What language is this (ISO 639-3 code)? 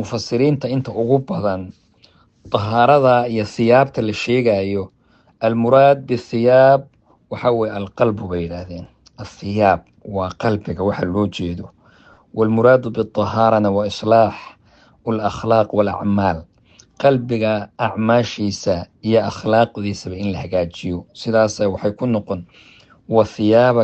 som